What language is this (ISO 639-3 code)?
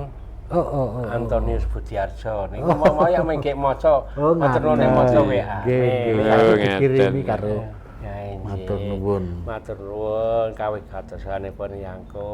jav